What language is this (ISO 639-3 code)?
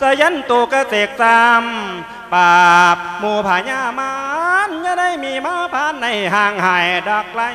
lao